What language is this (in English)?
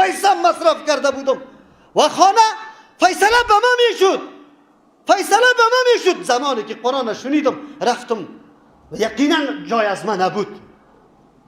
Persian